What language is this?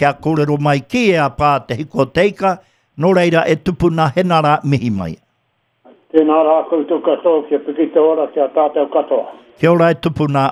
Māori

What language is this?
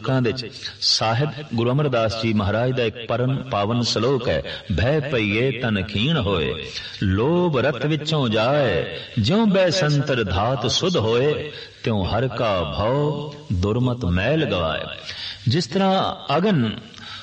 Punjabi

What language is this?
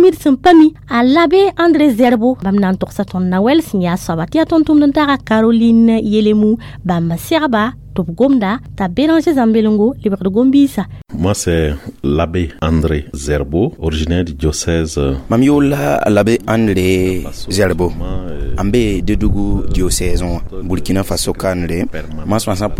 Mossi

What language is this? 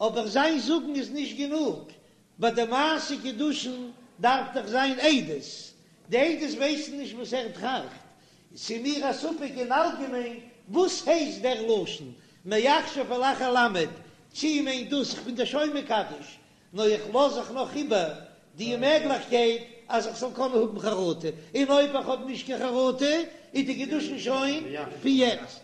Yiddish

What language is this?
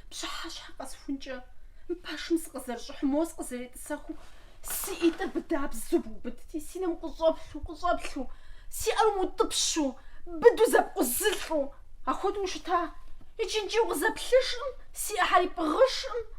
Kabardian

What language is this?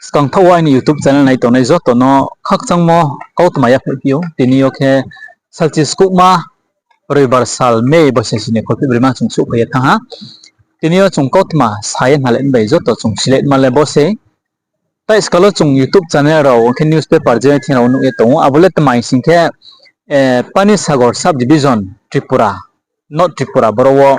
Riang (India)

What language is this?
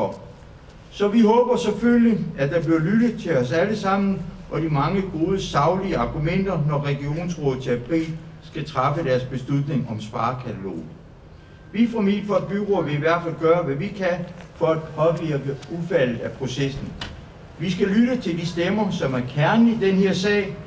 Danish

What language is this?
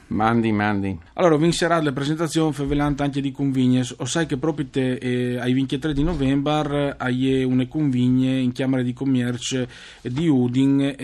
Friulian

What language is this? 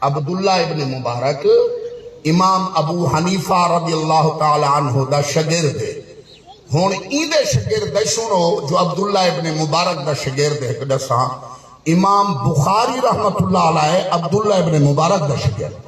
Saraiki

